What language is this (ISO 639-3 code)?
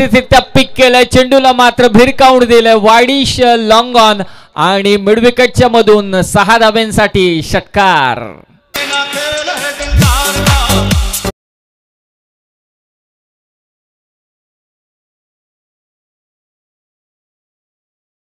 mar